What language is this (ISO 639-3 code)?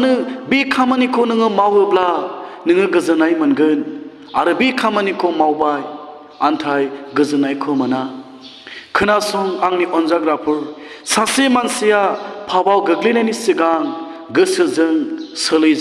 brx